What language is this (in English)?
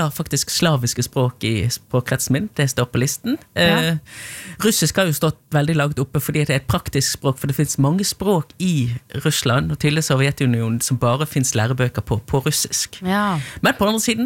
Norwegian